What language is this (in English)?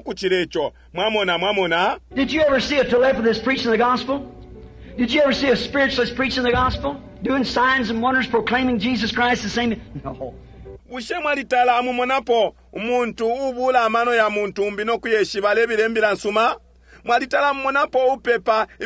Bemba